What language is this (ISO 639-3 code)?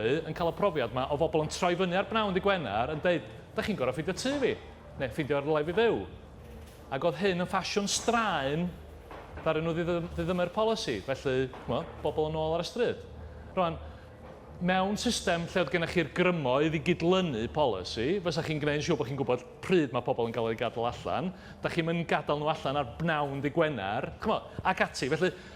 cym